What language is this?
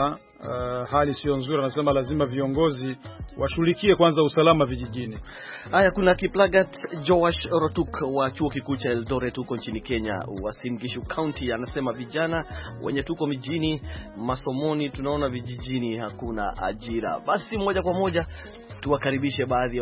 Swahili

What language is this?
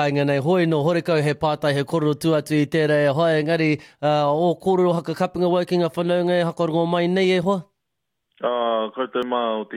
Māori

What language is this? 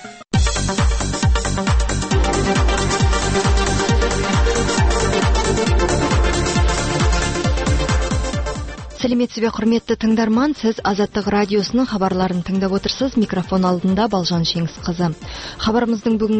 Kazakh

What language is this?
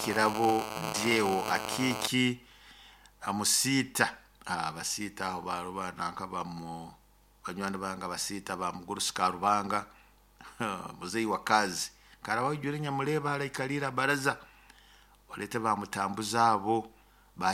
Nyoro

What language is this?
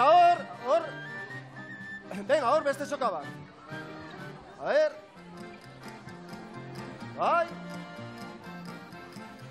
Basque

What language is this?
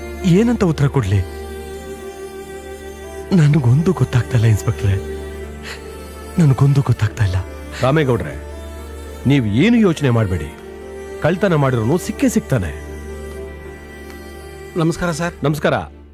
Kannada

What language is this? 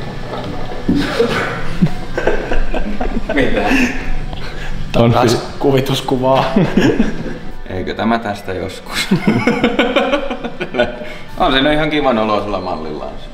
Finnish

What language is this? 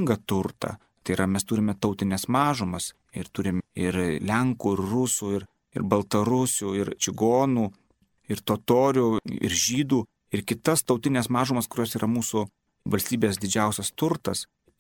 Lithuanian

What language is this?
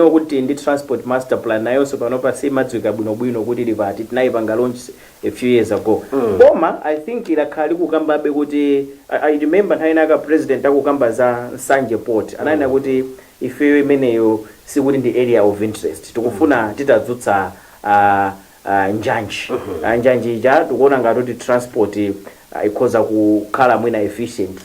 Nyanja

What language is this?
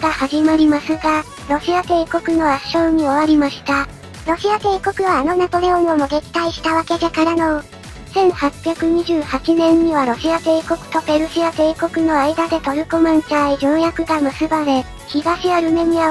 Japanese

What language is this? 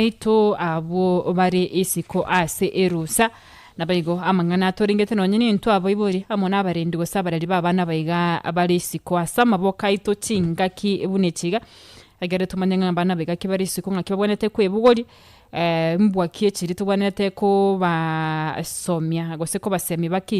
Gusii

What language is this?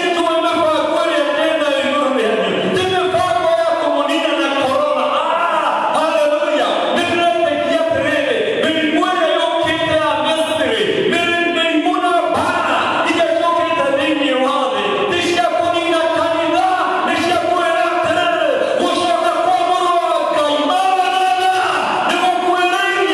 Kikuyu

